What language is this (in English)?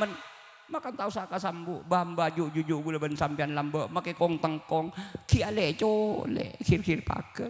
Madurese